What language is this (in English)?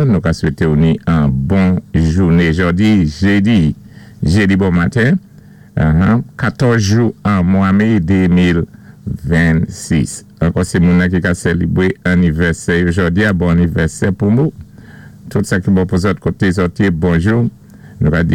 Saint Lucian Creole French